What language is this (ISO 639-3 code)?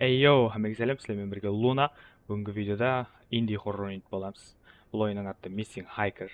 kaa